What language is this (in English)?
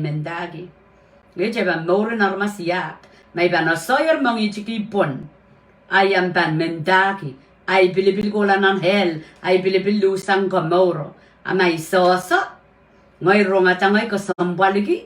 Pohnpeian